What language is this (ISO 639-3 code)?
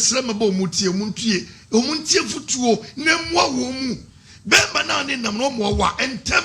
aka